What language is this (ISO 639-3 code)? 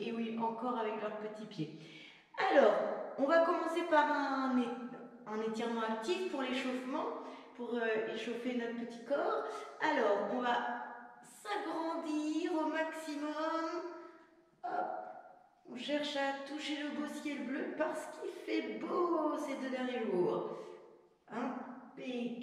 fra